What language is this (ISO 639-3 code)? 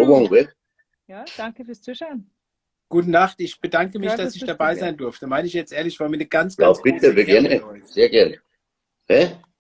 bar